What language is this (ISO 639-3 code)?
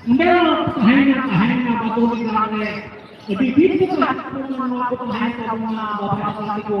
sat